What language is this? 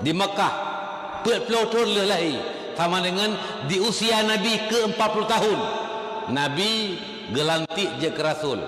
Achinese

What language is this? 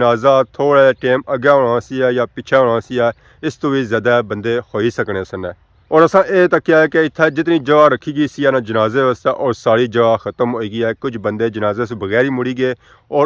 Pahari-Potwari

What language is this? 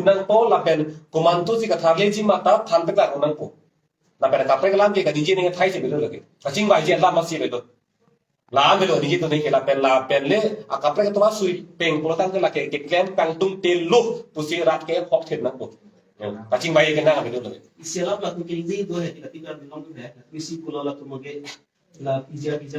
Karbi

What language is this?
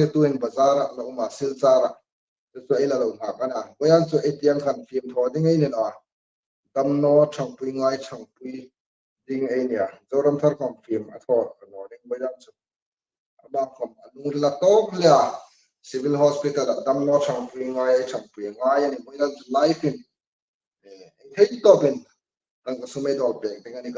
Hmar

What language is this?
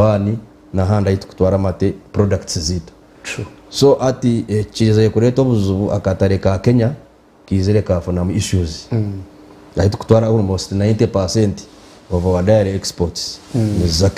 Nyankole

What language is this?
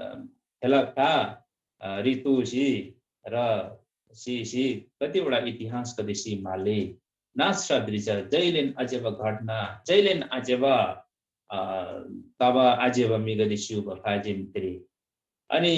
Eastern Tamang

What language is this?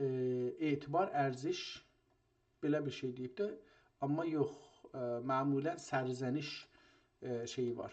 South Azerbaijani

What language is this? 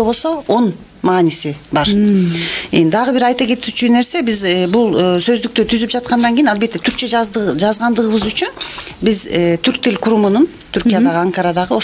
Kyrgyz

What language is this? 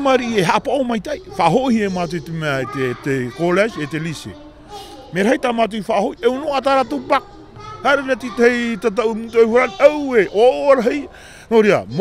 Tahitian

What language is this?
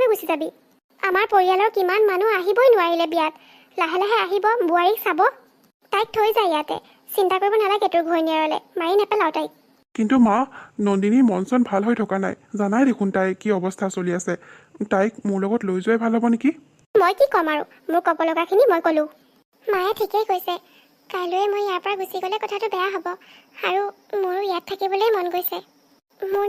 Assamese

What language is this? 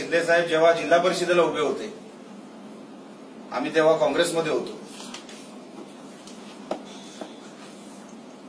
Marathi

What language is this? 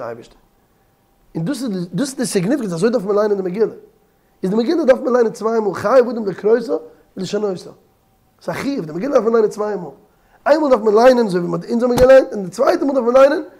Yiddish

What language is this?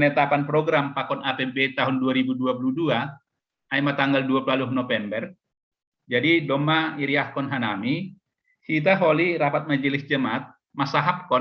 Batak Simalungun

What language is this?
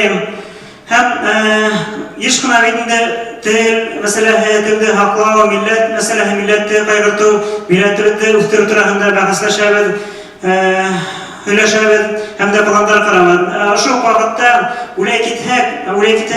Bashkir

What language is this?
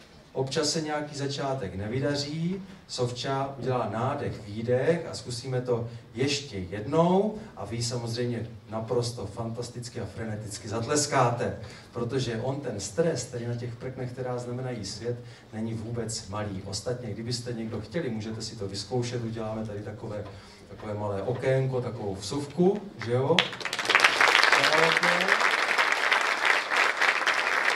Czech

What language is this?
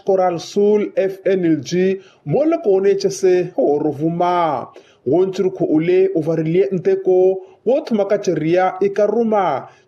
Makhuwa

